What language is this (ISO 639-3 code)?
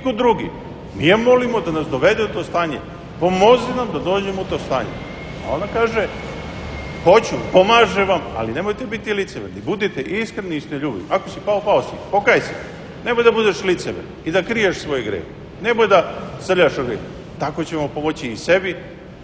srp